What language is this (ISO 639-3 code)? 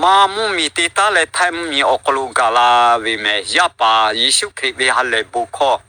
lhu